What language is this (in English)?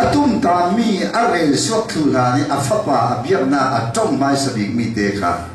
Falam Chin